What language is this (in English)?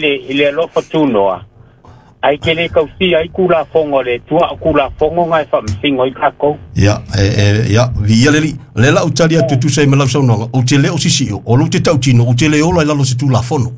Samoan